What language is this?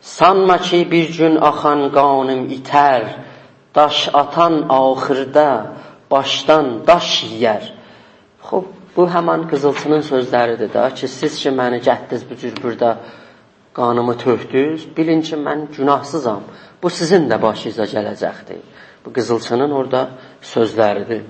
South Azerbaijani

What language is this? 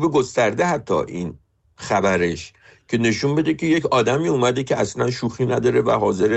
Persian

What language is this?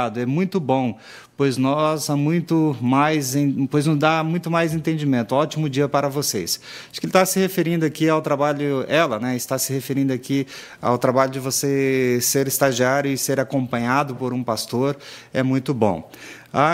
Portuguese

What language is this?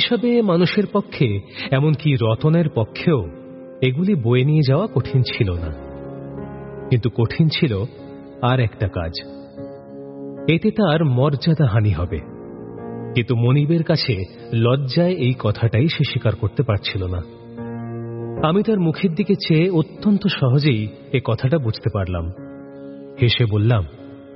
Bangla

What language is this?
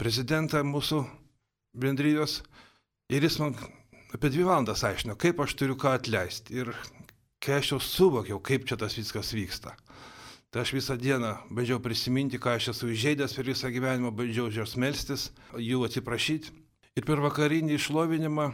Lithuanian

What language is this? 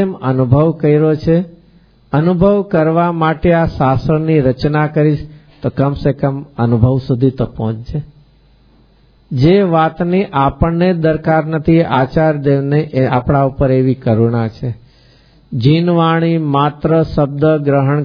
Gujarati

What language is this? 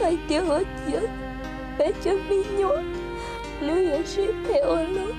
Hmong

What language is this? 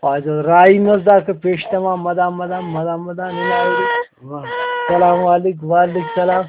Brahui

